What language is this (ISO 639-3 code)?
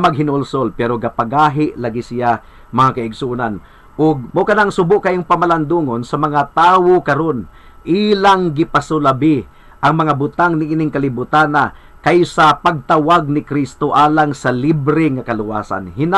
ceb